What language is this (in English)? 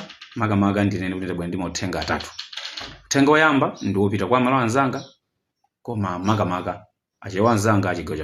Nyanja